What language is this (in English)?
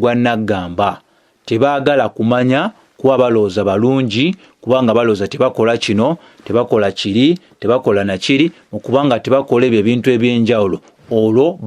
Ganda